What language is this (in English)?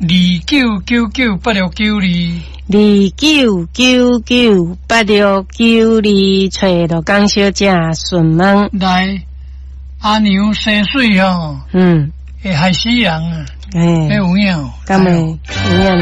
Min Nan Chinese